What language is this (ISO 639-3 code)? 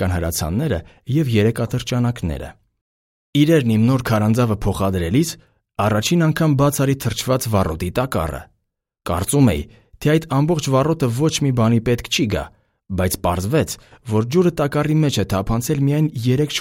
hye